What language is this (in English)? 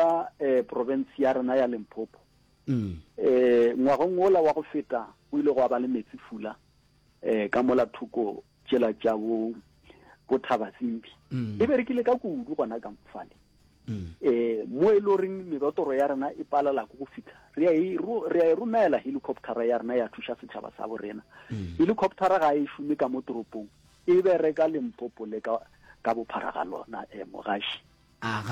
Northern Sotho